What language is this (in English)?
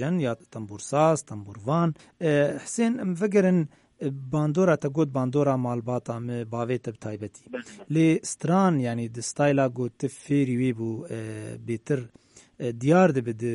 Kurdish